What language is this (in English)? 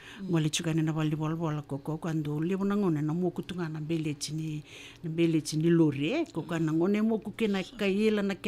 Fijian